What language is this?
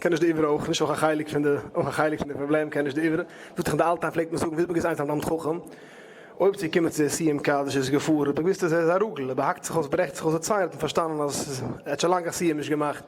Yiddish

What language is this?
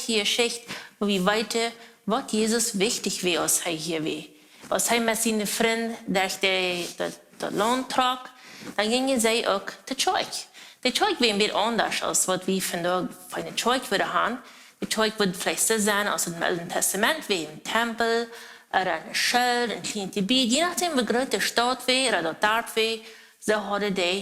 Plautdietsch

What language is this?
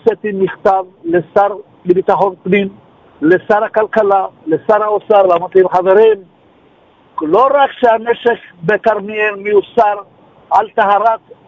Hebrew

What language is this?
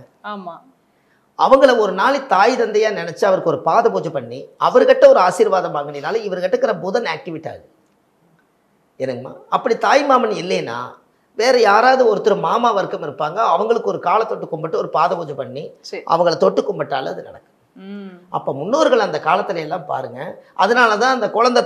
Tamil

